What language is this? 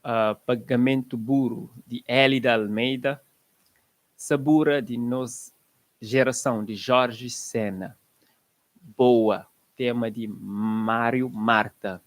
Kabuverdianu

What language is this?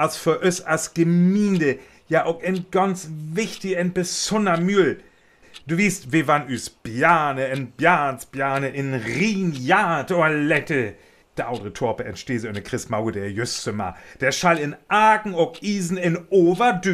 Northern Frisian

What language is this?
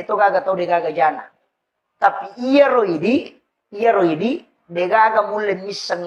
Buginese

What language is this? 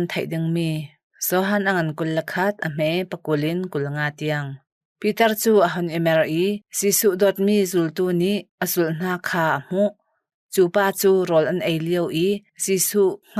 Hakha Chin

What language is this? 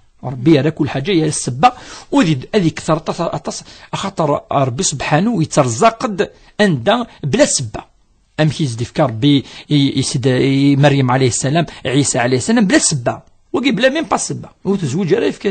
Kabyle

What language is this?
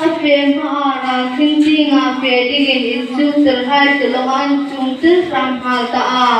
Hmar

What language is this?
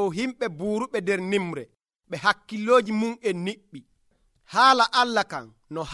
Nigerian Fulfulde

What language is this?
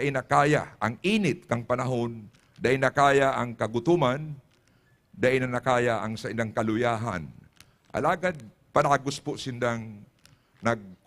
Bikol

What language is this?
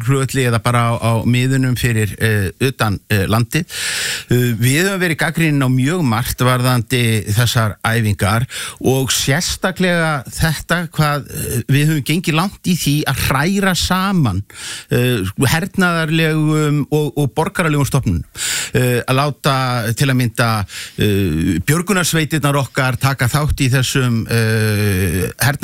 Icelandic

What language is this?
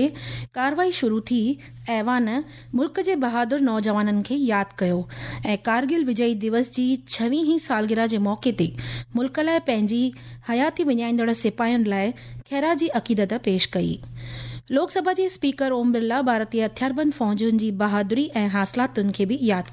Sindhi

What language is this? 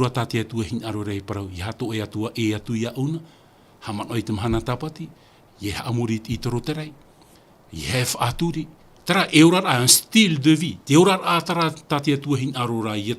Tahitian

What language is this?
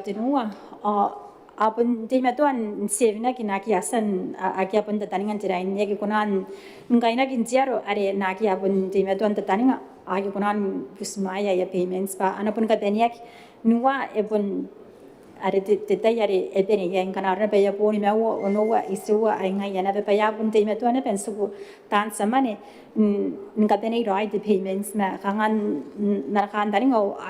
Gilbertese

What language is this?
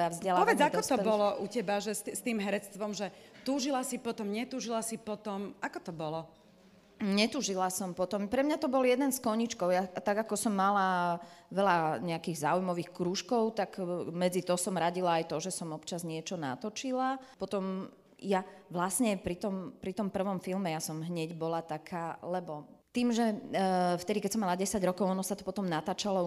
Slovak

